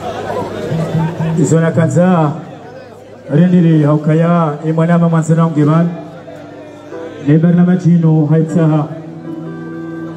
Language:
Swahili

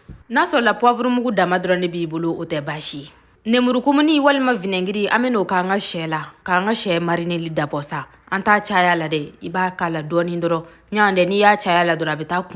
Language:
Bambara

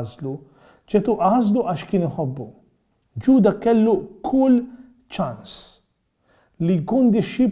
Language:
Maltese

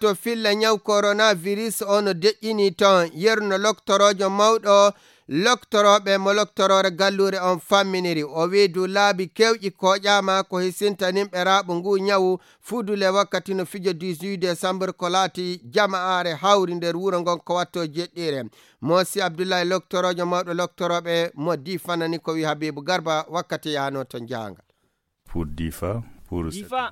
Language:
Fula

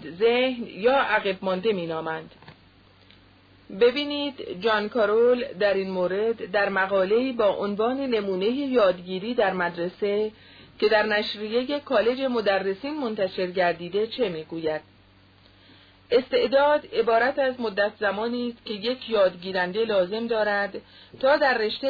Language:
Persian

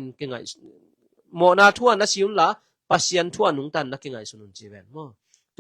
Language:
Tedim Chin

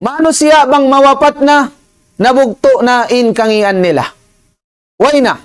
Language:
Tausug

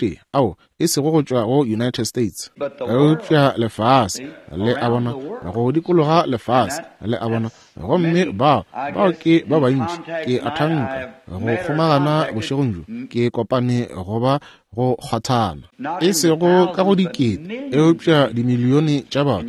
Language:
Northern Sotho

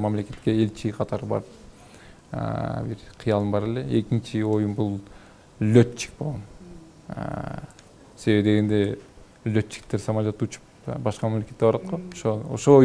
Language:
Kyrgyz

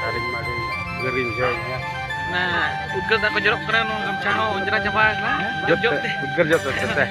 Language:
Santali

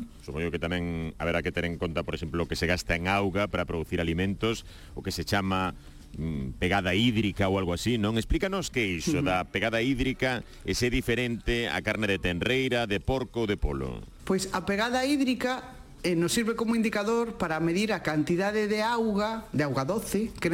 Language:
Galician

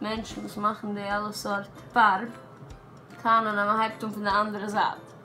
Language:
Yiddish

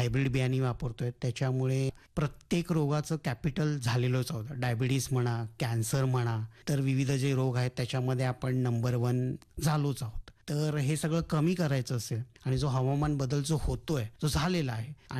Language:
Marathi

